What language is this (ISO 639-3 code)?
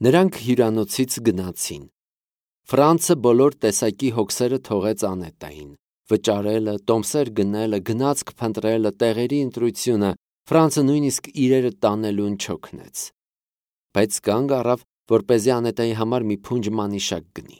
hye